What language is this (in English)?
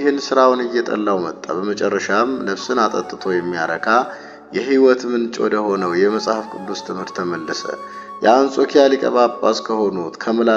Amharic